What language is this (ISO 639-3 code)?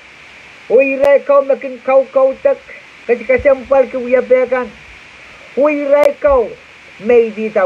pon